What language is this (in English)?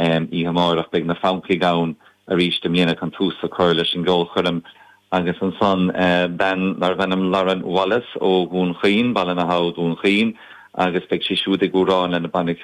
Irish